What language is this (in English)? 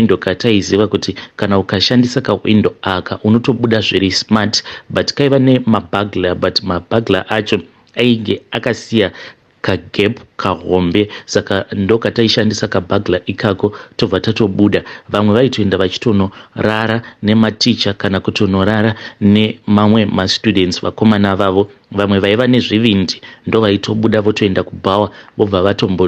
Shona